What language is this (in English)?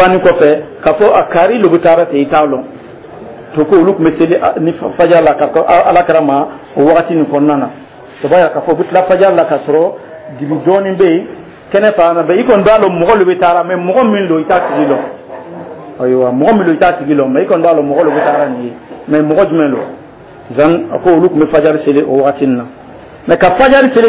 Dyula